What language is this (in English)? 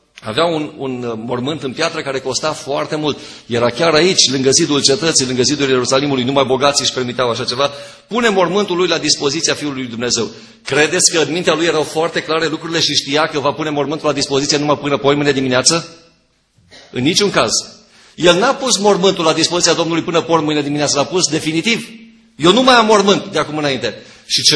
Romanian